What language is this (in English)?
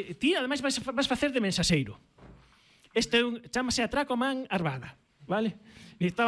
Galician